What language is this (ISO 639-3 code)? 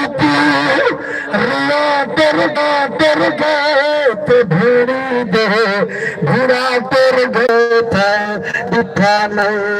skr